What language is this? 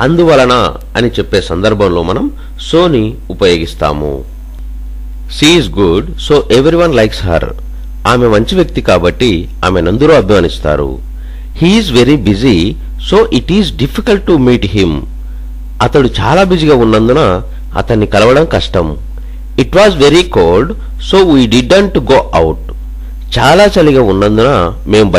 Telugu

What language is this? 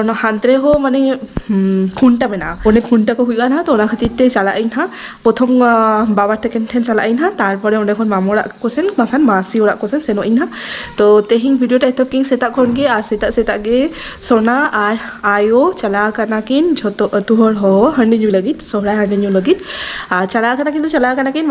Santali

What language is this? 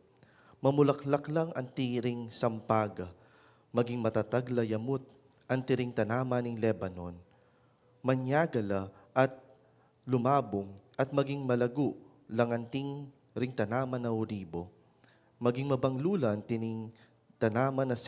Pampanga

